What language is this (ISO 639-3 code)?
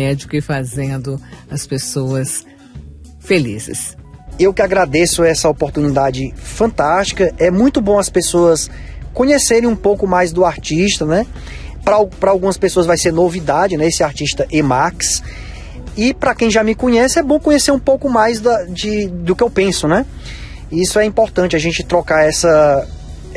por